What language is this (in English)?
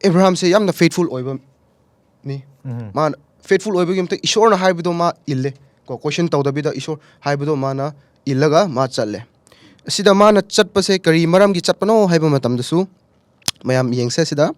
Manipuri